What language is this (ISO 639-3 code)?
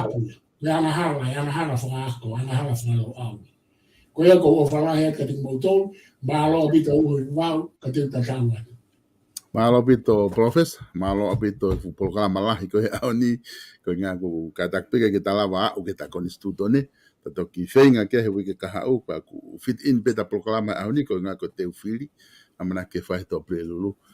ton